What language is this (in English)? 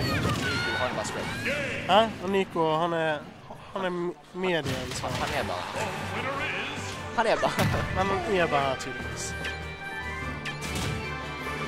Norwegian